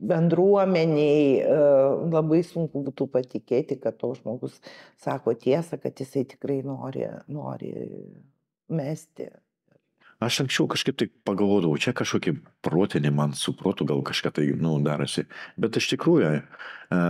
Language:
Lithuanian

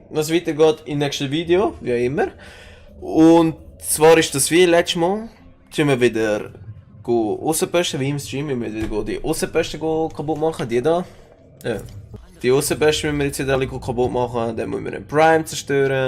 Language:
Swiss German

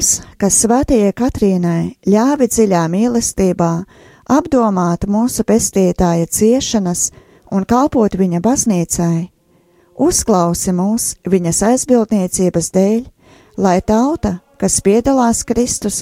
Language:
Latvian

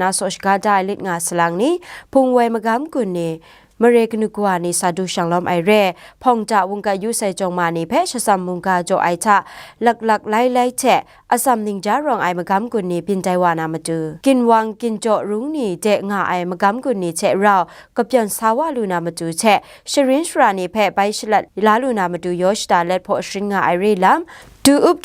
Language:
Kachin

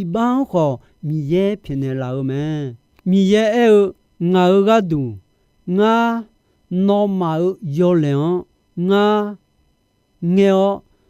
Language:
Akha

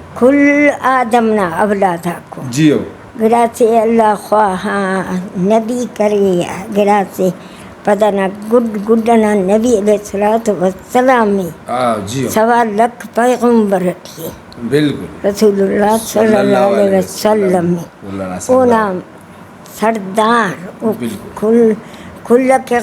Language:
Brahui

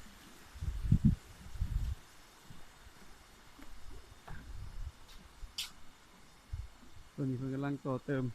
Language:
Lao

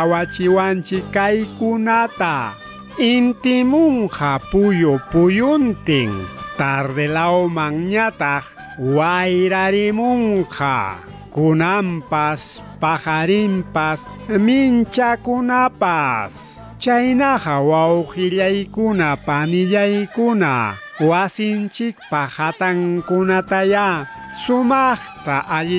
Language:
Ayacucho Quechua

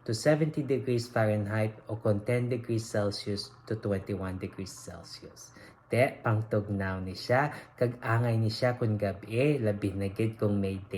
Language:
Hiligaynon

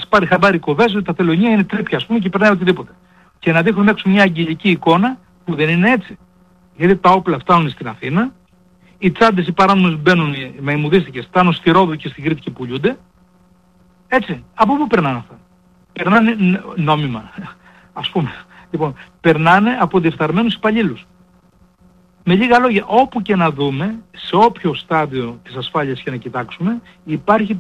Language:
Greek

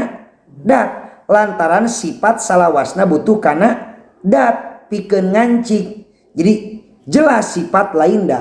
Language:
Sundanese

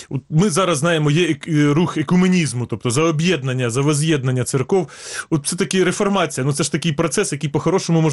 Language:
Ukrainian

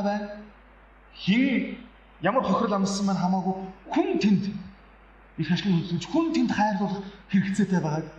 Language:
Mongolian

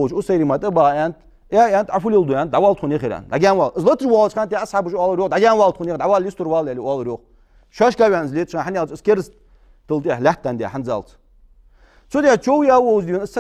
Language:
Ingush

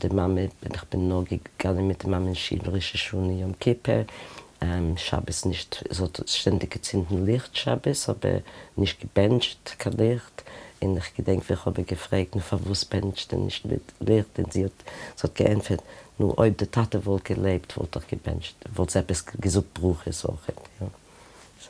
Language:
Yiddish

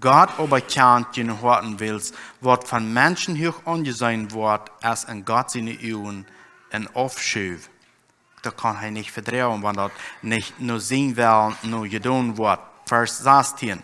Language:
Plautdietsch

